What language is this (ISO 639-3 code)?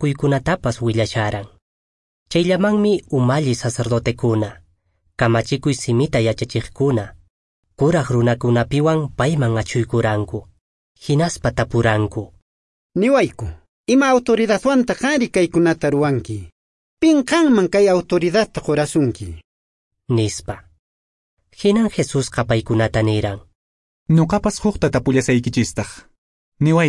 que